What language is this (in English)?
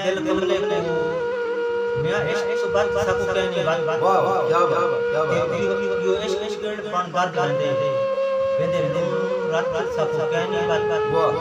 Saraiki